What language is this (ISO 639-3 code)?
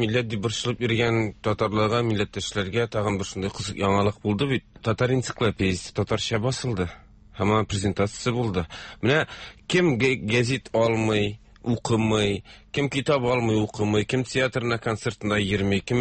tat